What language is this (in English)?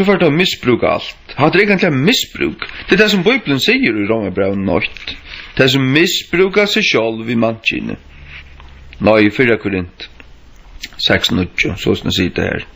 Faroese